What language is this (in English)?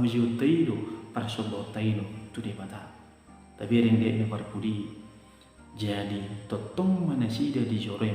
Batak Toba